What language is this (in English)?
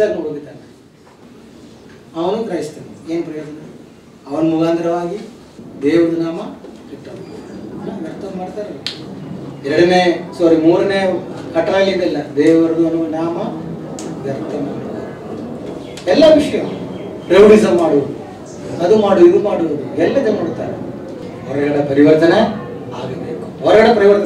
Kannada